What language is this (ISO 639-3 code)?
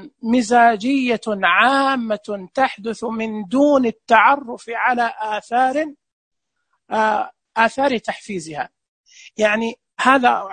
ars